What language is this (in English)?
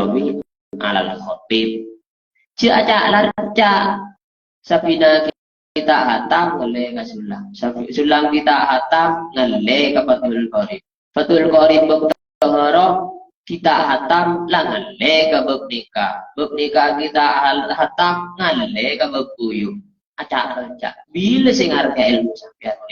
Madurese